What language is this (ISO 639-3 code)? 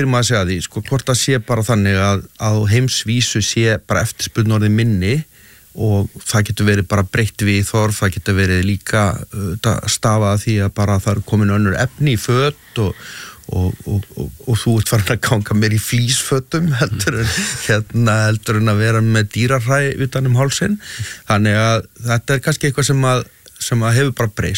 isl